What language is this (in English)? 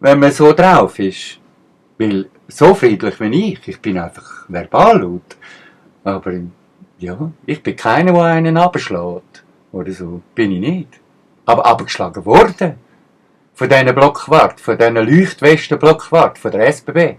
Swiss German